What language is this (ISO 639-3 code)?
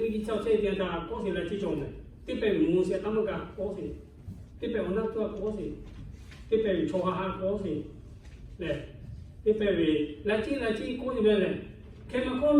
lhu